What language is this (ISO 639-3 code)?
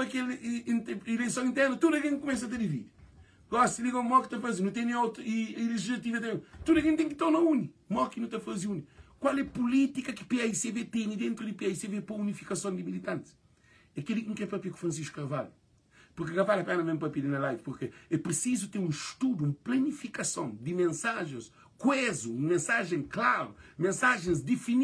kea